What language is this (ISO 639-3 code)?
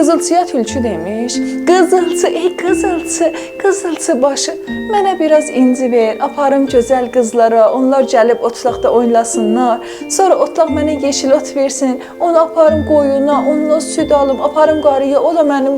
azb